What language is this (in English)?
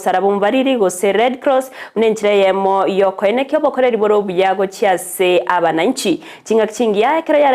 Gusii